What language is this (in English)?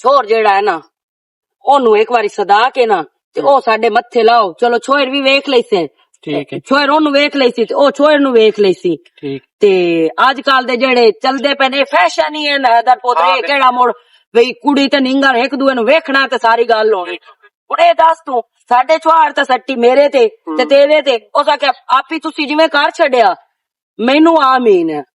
Western Panjabi